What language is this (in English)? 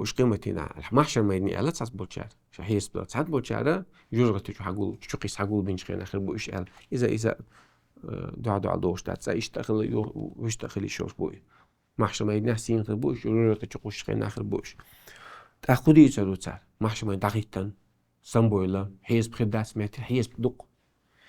Chechen